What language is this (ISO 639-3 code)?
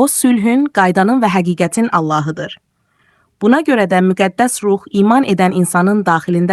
aze